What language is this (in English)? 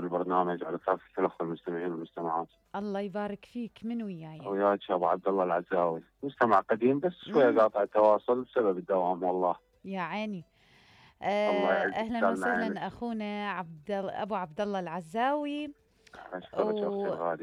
Mesopotamian Arabic